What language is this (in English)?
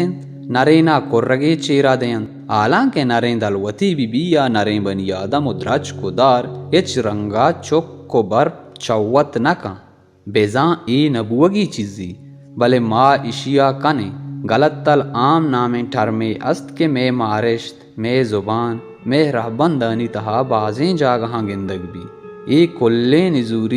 Baluchi